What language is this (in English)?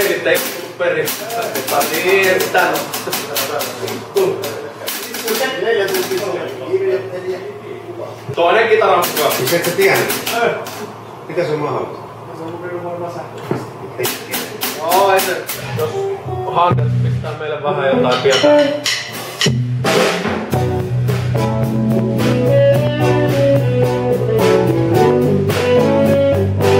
Finnish